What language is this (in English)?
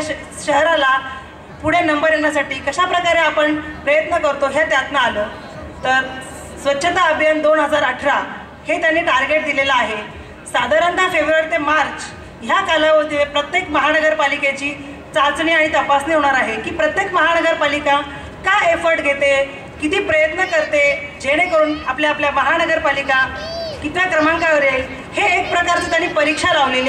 Marathi